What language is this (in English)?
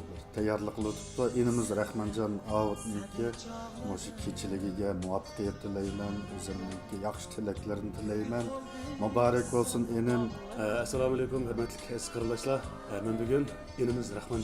Uyghur